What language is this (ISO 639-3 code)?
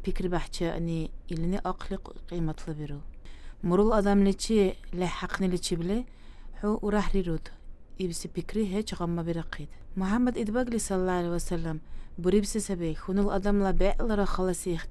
dar